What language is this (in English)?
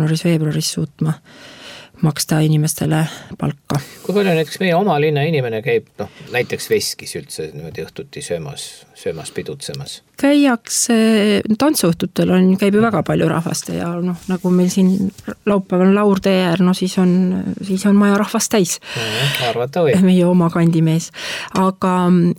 Estonian